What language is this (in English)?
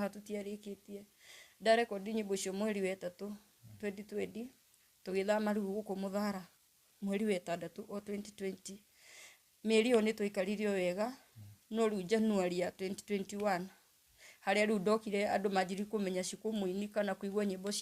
Kikuyu